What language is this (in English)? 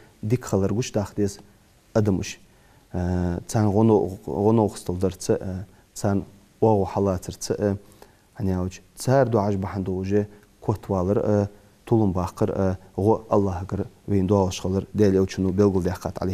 Ingush